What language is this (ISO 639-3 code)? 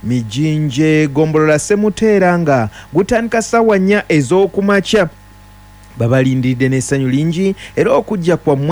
lug